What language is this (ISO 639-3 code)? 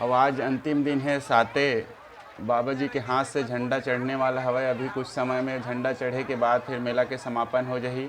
hne